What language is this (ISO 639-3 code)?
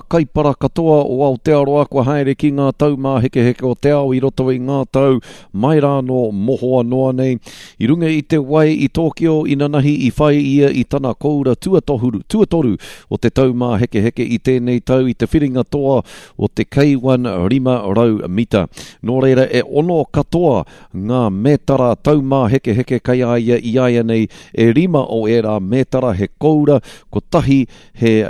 mri